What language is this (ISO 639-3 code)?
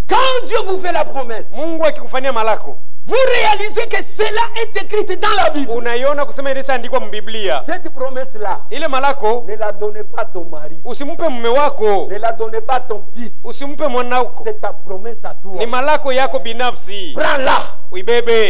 swa